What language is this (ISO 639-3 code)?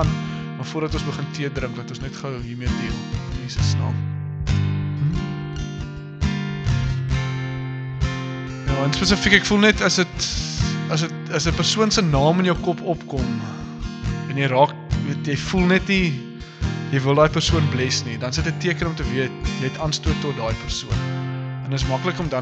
afr